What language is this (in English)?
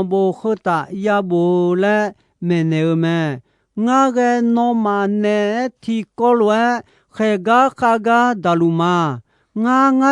Akha